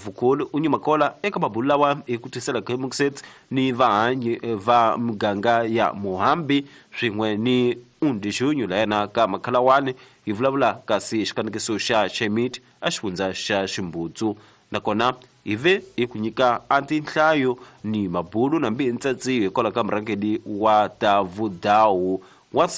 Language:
Tsonga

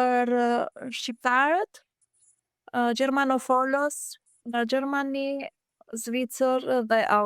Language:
Albanian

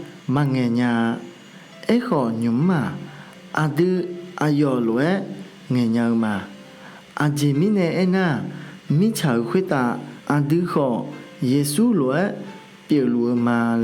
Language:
Akha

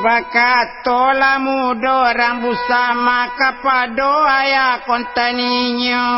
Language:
Minangkabau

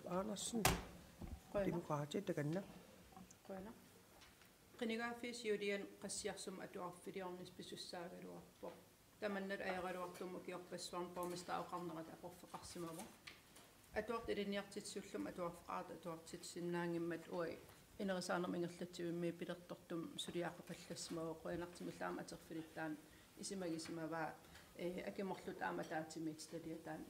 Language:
Kalaallisut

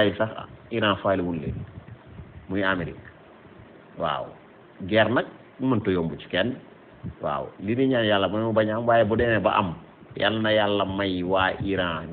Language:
Wolof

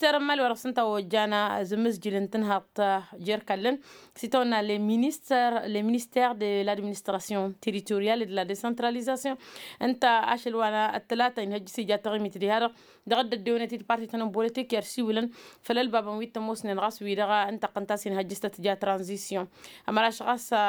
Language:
Tamasheq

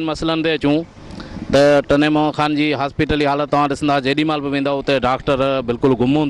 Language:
Sindhi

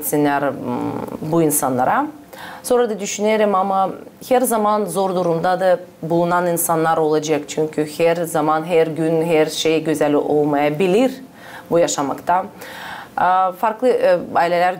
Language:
Gagauz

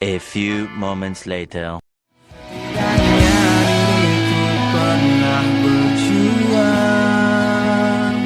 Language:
Minangkabau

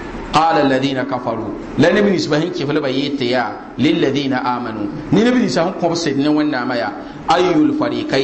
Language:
Mossi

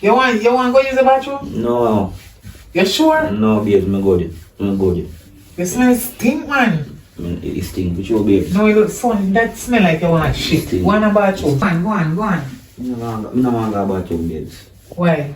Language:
Jamaican Creole English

